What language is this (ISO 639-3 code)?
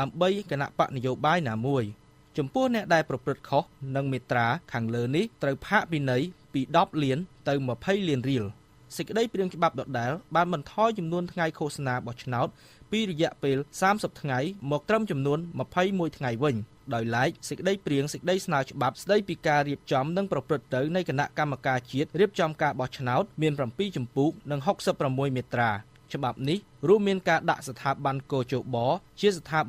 khm